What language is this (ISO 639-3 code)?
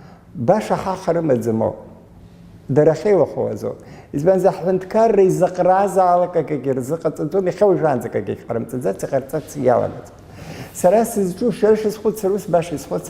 abk